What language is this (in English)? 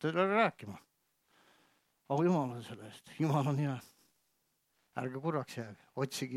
Estonian